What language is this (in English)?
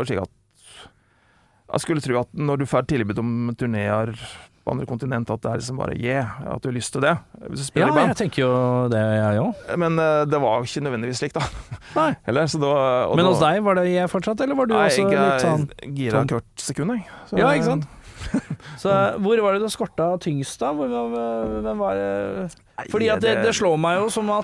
Norwegian